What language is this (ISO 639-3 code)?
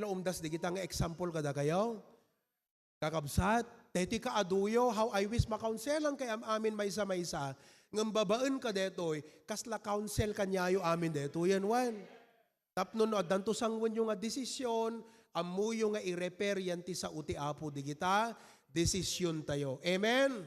ilo